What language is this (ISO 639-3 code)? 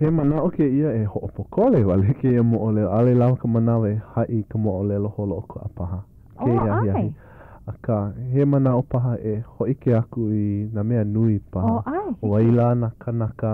haw